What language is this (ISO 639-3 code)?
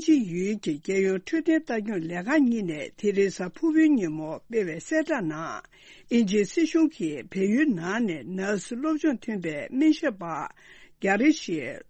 bod